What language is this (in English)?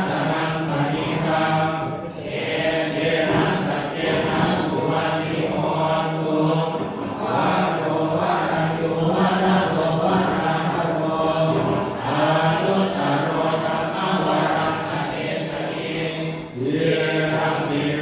Pali